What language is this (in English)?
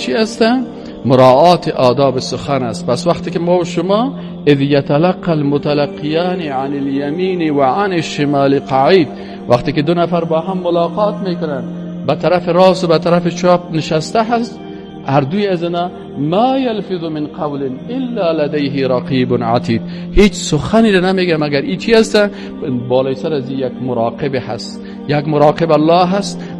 Persian